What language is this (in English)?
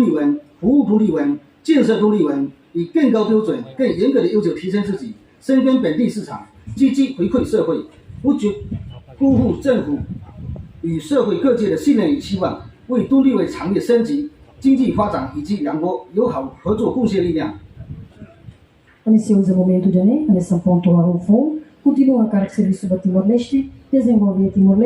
Tetum